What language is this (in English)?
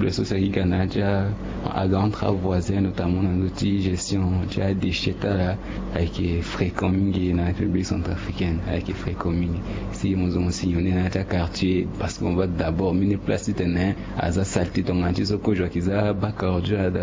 Sango